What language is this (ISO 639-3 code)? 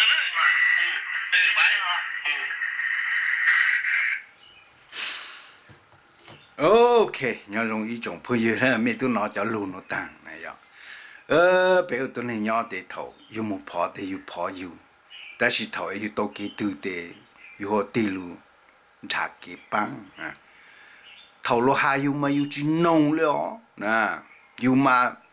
vie